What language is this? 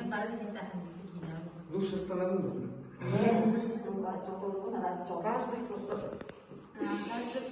Yakut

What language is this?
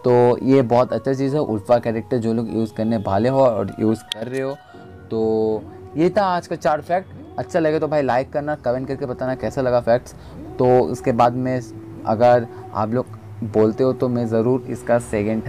Hindi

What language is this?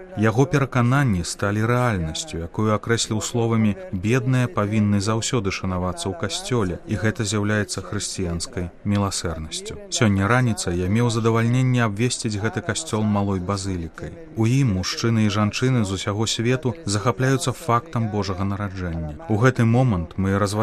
Belarusian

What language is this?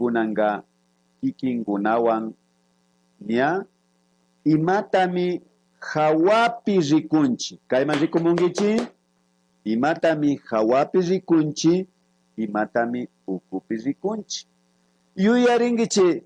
Imbabura Highland Quichua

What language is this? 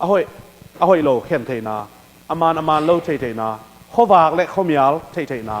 Tedim Chin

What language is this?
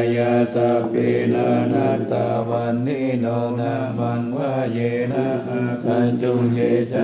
Pali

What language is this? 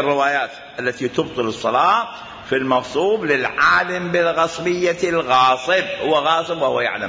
Mesopotamian Arabic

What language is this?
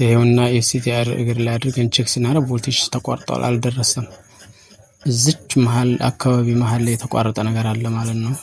Amharic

